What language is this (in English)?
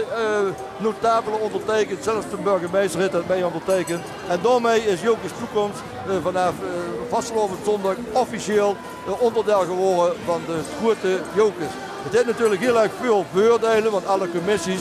Limburgish